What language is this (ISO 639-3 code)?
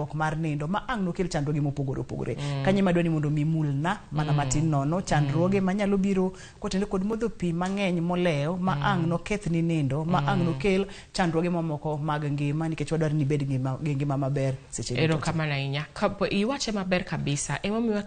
luo